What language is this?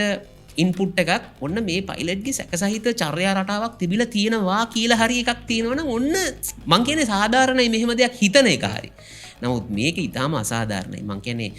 Sinhala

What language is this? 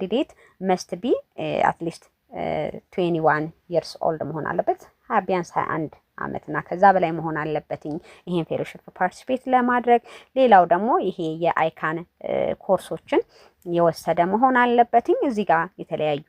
Amharic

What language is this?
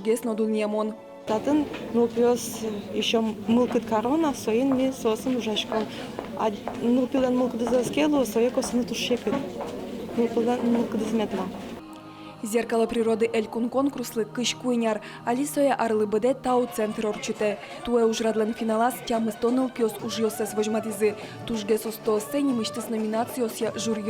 Udmurt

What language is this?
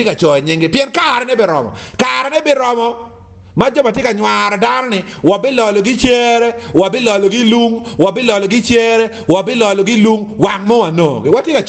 Acoli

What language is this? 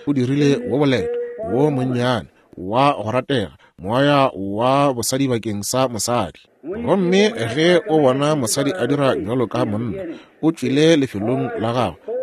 Northern Sotho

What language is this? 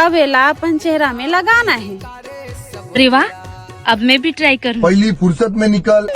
Chhattisgarhi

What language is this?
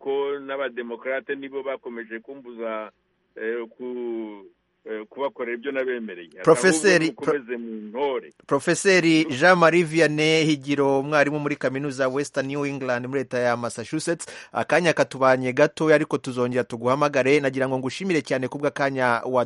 Kinyarwanda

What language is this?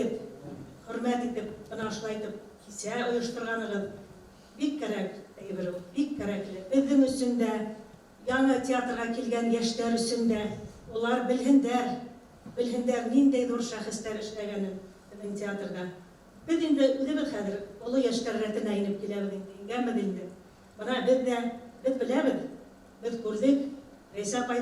Bashkir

